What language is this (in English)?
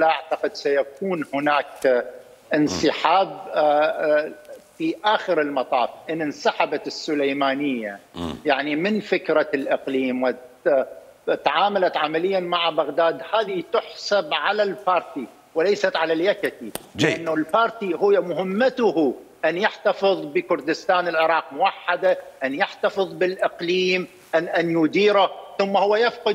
Mesopotamian Arabic